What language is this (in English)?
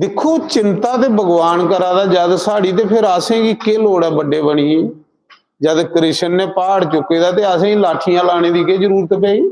Dogri